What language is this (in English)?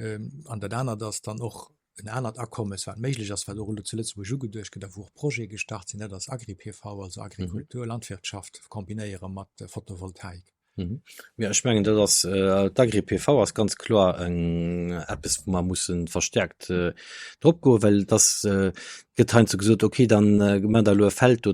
Luxembourgish